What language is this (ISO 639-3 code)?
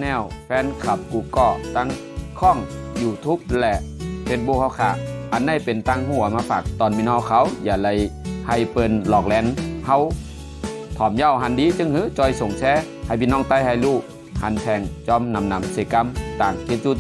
shn